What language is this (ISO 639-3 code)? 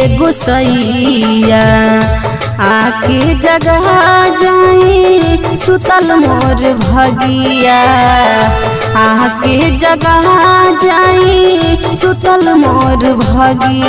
bho